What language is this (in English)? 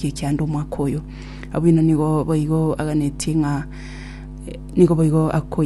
Gusii